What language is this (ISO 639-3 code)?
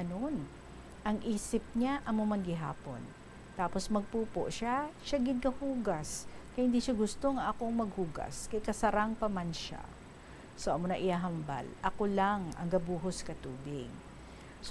hil